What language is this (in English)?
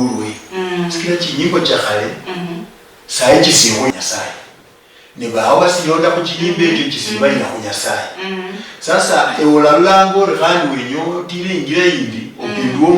Luyia